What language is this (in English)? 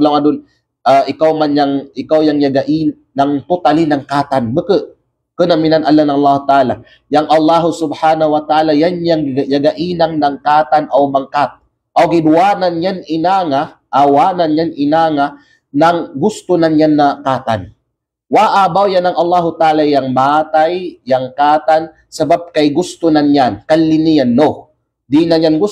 Kalagan